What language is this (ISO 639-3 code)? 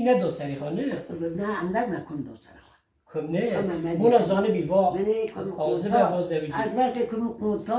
kur